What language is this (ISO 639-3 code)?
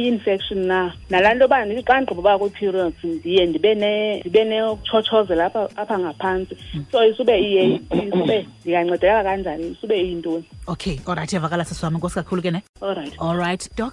xho